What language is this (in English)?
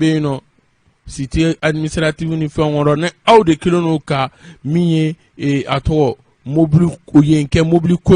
Bambara